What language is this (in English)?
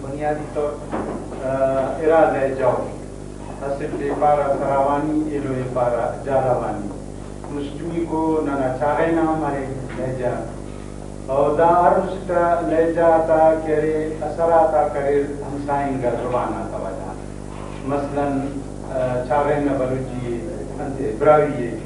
Brahui